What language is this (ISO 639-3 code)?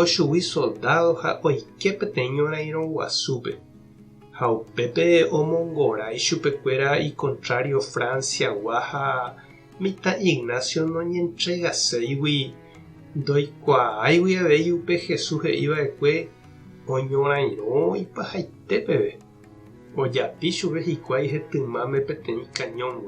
grn